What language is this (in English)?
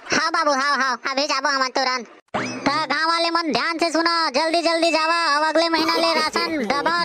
Chhattisgarhi